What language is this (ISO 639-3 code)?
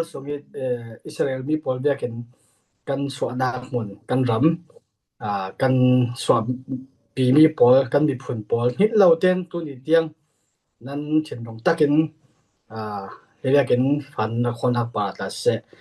cfm